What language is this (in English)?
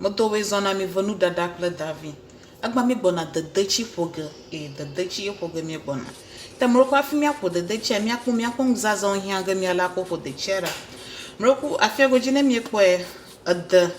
Ewe